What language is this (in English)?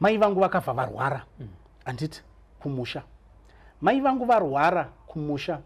Shona